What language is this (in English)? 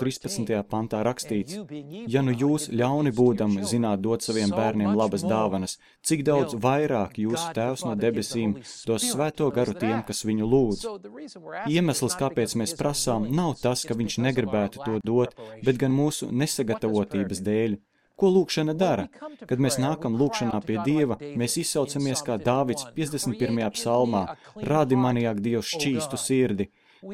Latvian